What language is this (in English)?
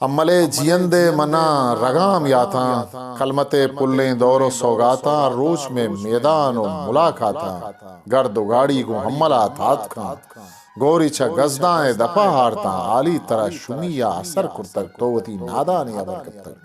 Eastern Balochi